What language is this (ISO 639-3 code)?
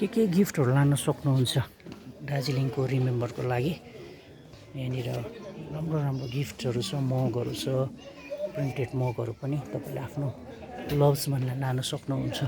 nep